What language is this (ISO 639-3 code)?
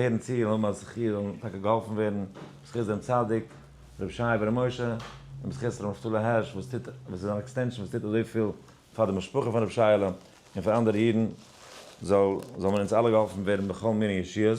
yid